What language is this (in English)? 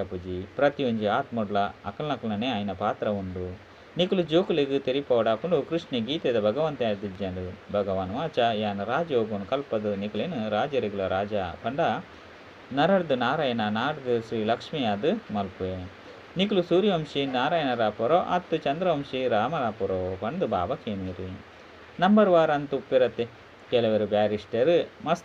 Tulu